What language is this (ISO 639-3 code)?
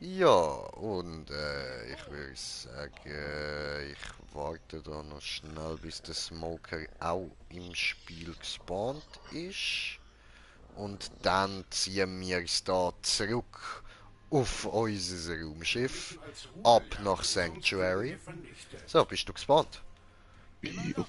gsw